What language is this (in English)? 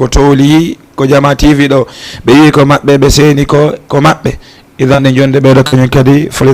Fula